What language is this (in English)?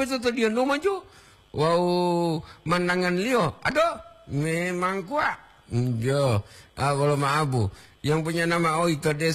Gorontalo